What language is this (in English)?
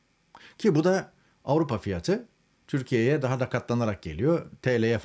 Turkish